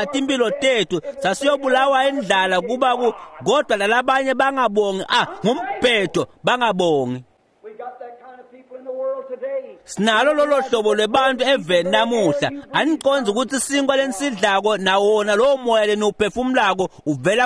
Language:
Swati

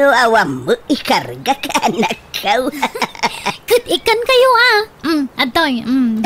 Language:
Iloko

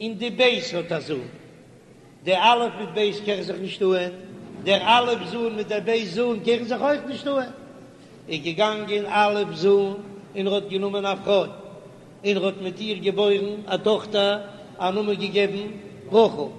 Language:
Yiddish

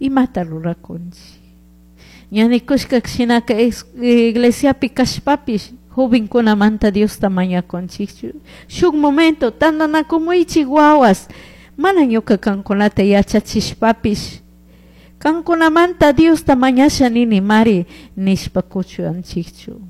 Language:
Chimborazo Highland Quichua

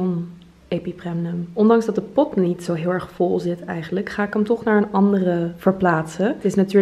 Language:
Dutch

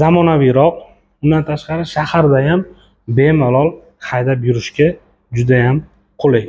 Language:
Uzbek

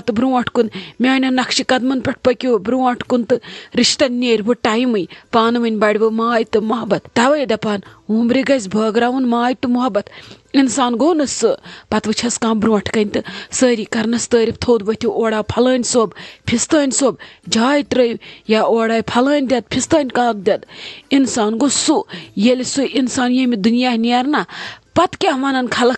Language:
Kashmiri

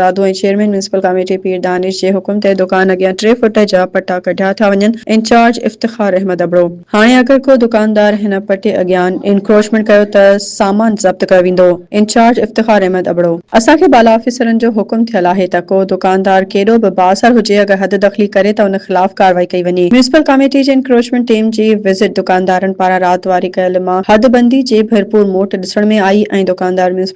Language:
Sindhi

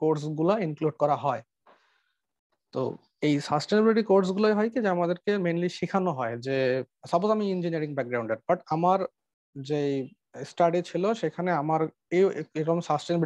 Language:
Bangla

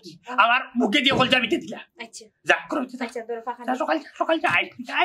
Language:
Sylheti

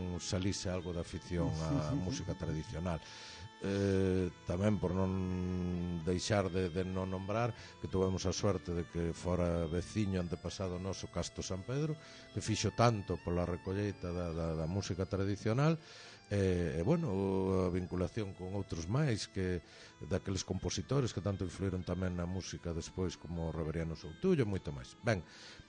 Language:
Galician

